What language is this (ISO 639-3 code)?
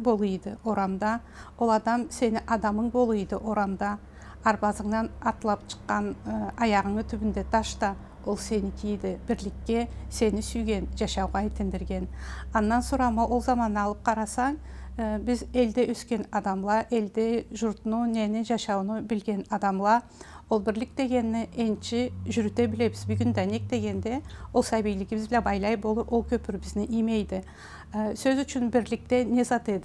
krc